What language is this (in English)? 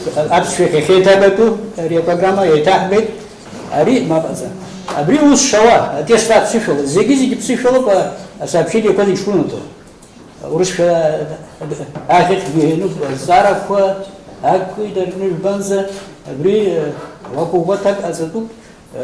Abkhazian